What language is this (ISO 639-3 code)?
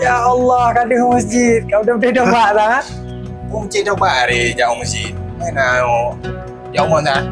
ace